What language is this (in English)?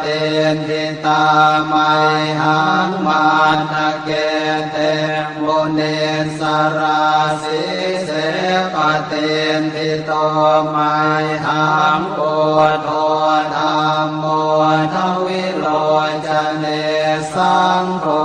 Pali